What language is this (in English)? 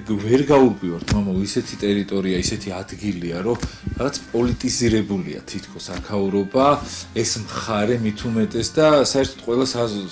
Georgian